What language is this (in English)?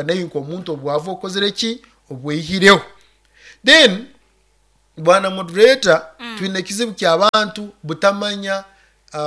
Nyoro